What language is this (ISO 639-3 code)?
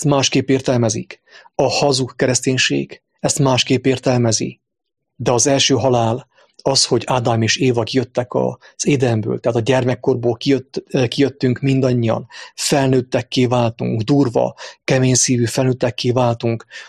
hun